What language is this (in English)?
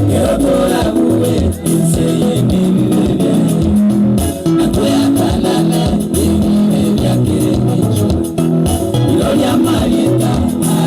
Gusii